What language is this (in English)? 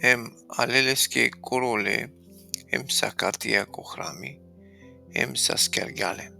Balkan Romani